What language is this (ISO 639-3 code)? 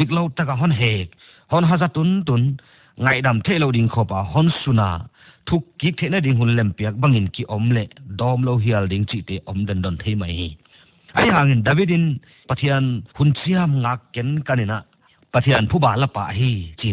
pck